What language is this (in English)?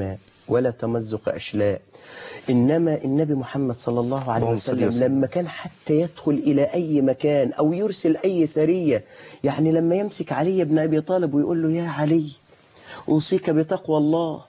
Arabic